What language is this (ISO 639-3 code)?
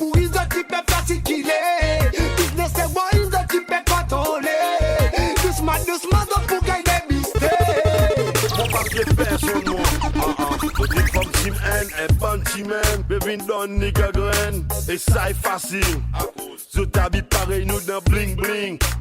crs